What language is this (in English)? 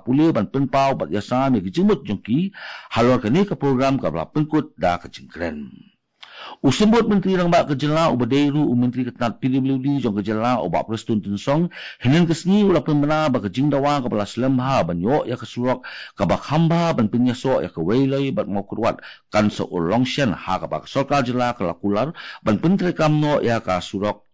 Khasi